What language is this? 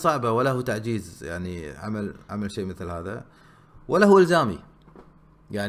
Gulf Arabic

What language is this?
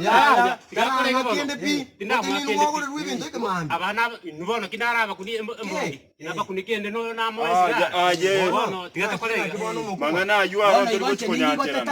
Gusii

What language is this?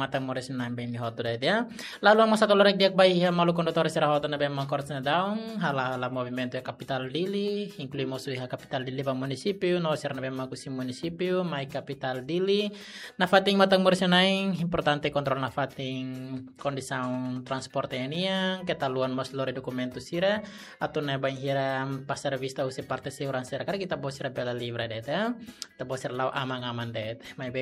Tetum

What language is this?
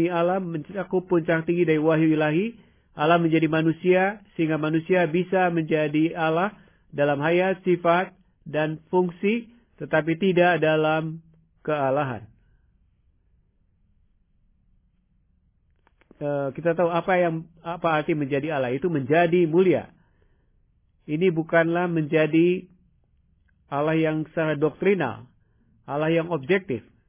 Indonesian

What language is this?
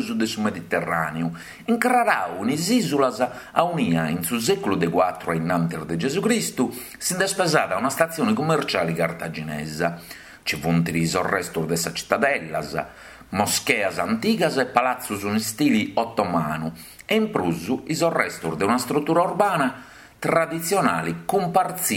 Sardinian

